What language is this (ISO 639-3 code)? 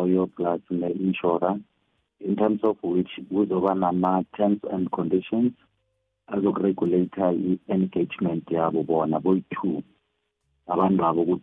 nbl